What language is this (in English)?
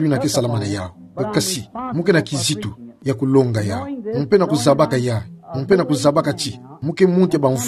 Kituba (Democratic Republic of Congo)